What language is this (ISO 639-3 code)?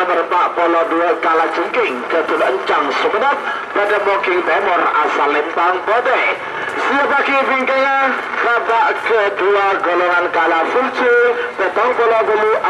mad